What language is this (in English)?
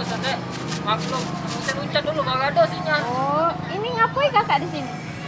Musi